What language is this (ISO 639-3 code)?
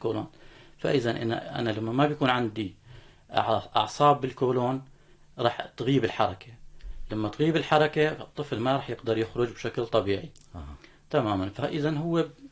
apc